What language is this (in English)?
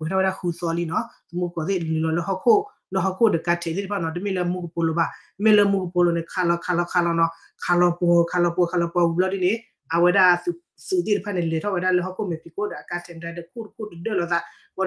S'gaw Karen